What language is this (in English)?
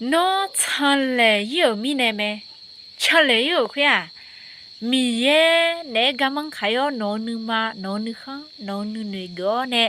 Akha